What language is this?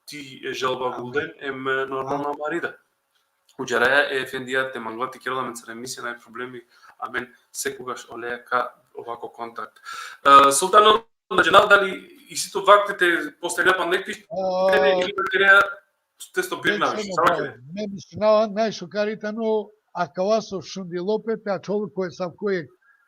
Balkan Romani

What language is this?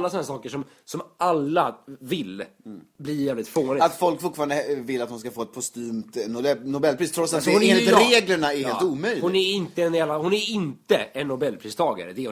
Swedish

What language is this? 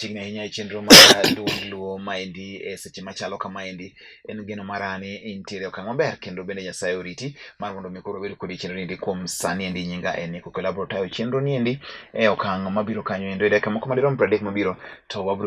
Luo (Kenya and Tanzania)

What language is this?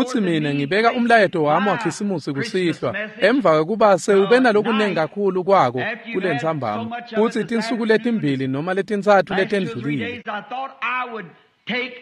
Swati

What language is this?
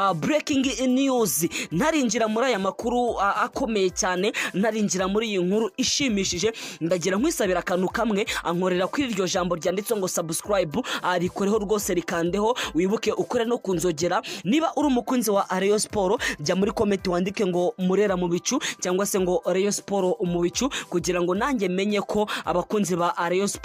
Kinyarwanda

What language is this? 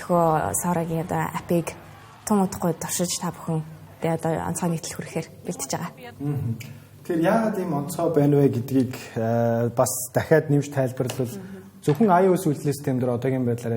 Mongolian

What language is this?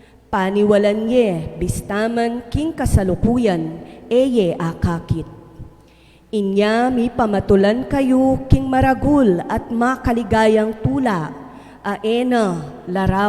Pampanga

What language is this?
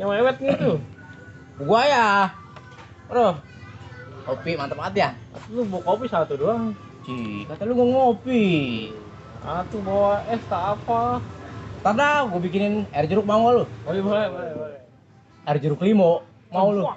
Betawi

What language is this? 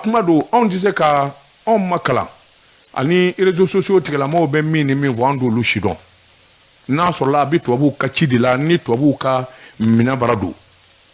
Bambara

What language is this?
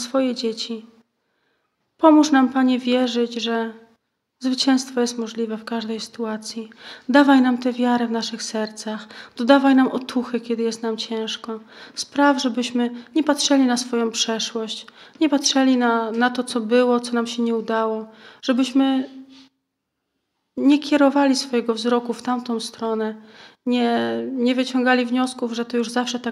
Polish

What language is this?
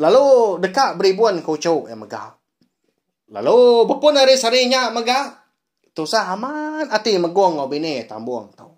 Iban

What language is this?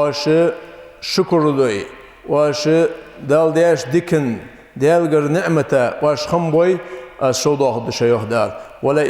Ingush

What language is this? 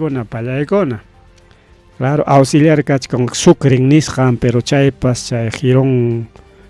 Ayacucho Quechua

